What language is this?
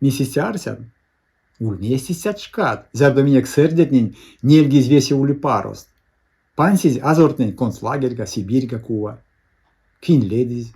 Erzya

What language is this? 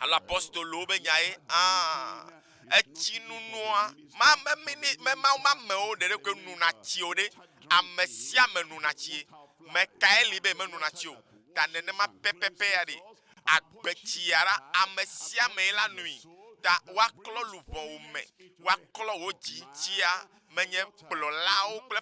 Ewe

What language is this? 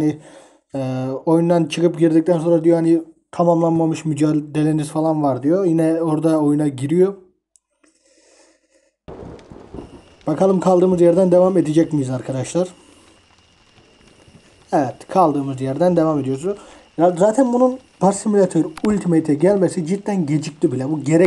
Turkish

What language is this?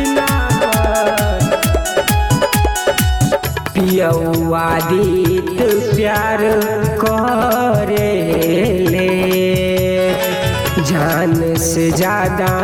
Bhojpuri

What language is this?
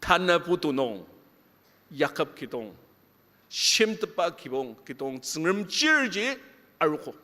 Ao Naga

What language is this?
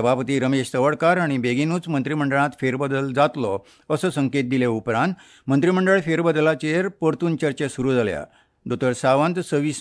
Konkani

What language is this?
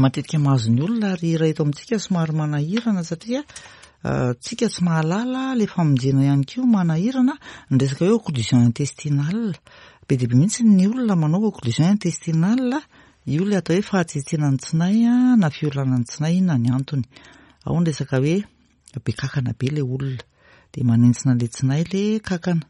Malagasy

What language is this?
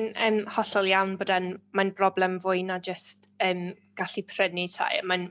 Welsh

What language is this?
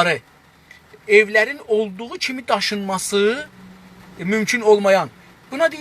South Azerbaijani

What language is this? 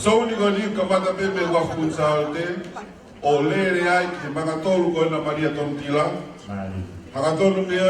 Tongan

